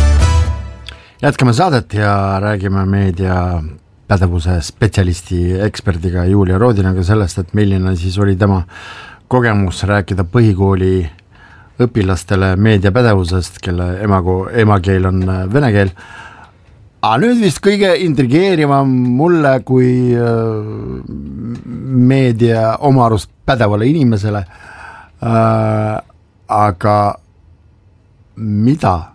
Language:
Estonian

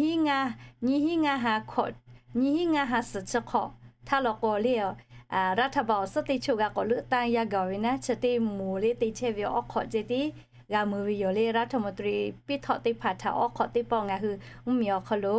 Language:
Lahu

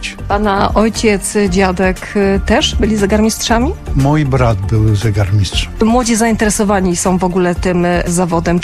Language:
Polish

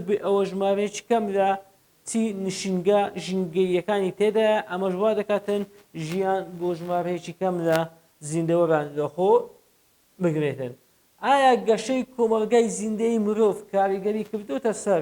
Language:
Central Kurdish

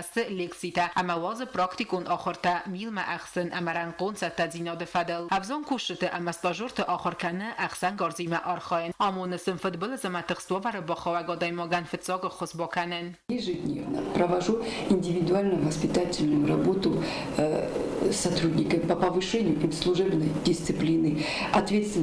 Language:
Ossetic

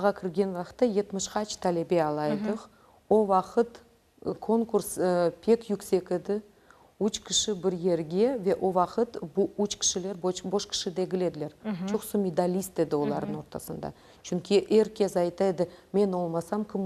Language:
Crimean Tatar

